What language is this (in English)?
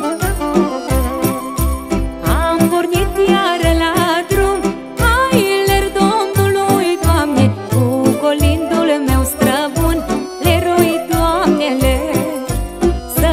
Romanian